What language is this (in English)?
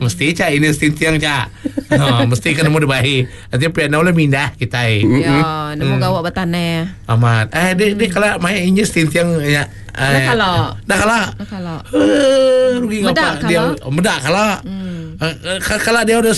Iban